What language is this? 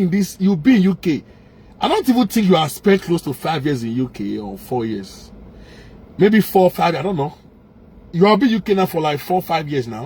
Nigerian Pidgin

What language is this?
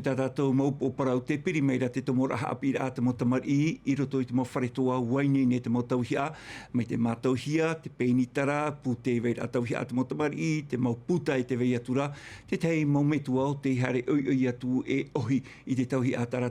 Tahitian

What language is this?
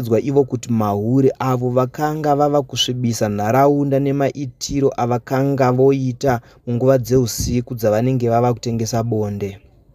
Shona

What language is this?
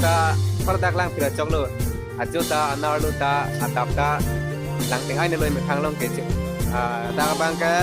Karbi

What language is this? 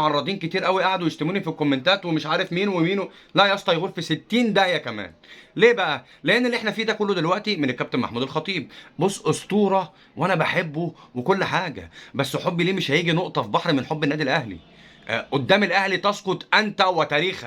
Egyptian Arabic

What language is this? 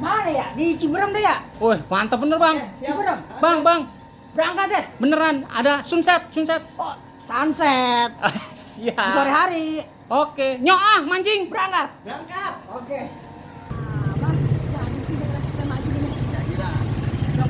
Betawi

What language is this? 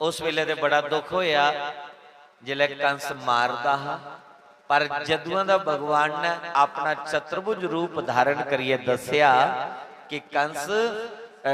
Dogri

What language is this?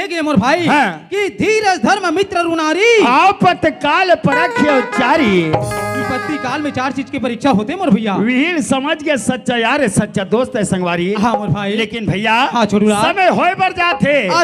Chhattisgarhi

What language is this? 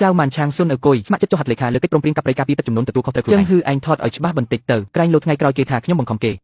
Khmer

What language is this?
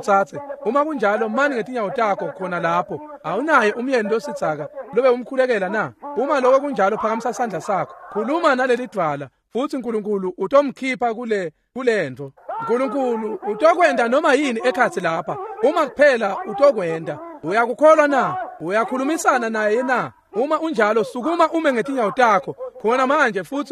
Swati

